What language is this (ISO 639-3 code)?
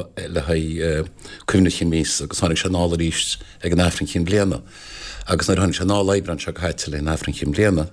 gle